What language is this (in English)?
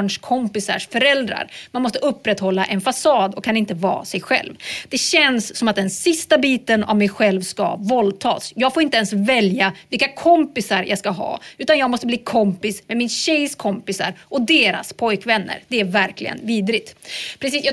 Swedish